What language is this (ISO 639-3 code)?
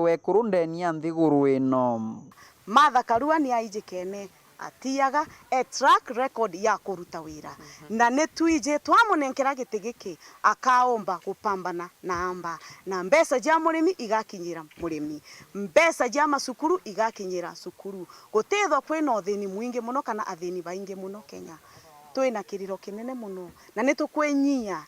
mer